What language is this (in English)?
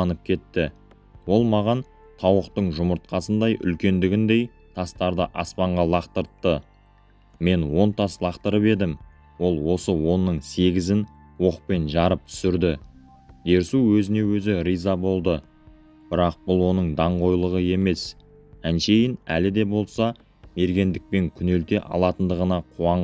Kazakh